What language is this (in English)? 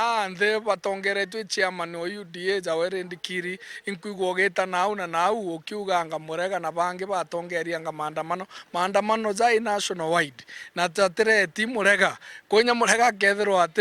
Meru